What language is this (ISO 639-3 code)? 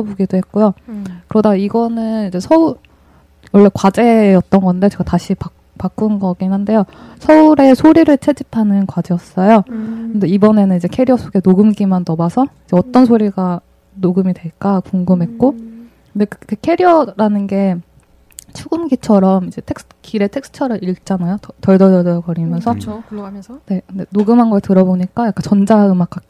kor